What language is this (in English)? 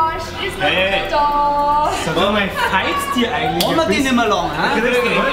Bavarian